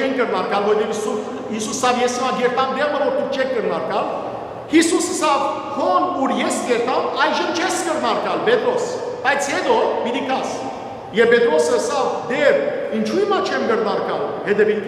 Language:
Western Armenian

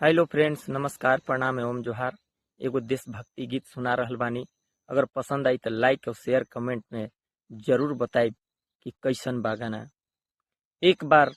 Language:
Bhojpuri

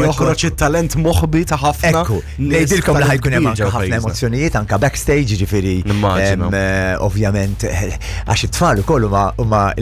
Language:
Maltese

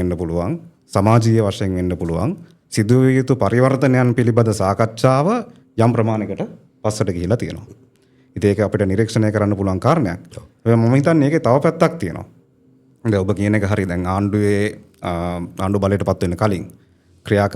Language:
Sinhala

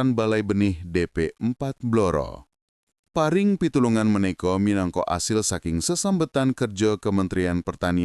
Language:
Javanese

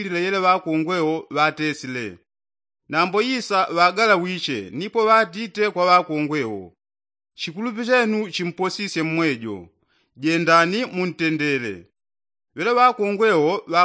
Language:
Yao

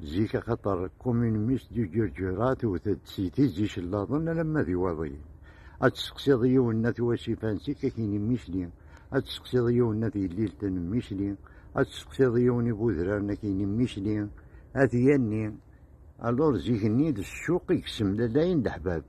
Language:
Kabyle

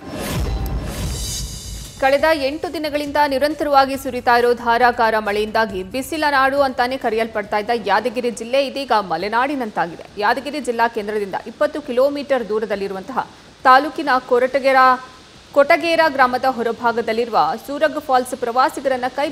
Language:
Kannada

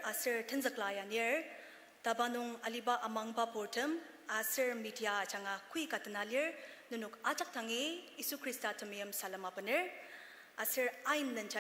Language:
Ao Naga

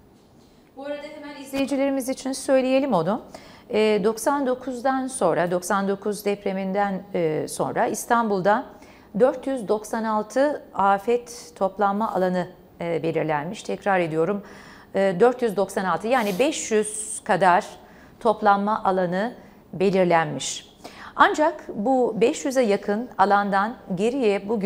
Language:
Turkish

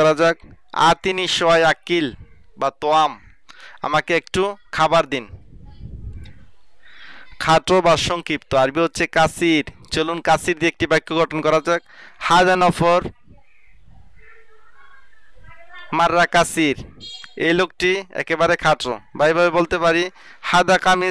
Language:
Bangla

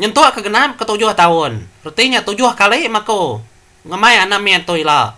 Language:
Iban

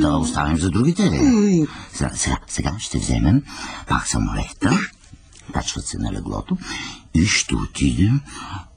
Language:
Bulgarian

